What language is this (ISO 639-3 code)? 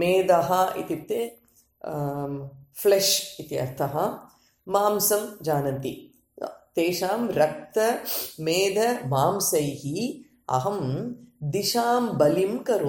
san